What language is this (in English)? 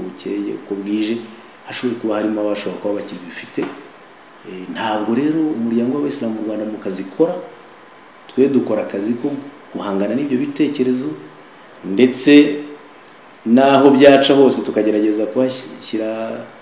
Kinyarwanda